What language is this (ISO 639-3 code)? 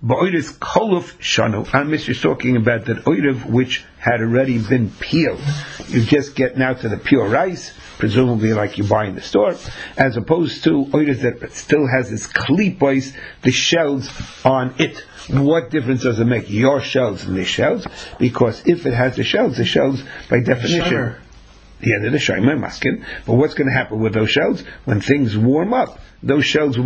eng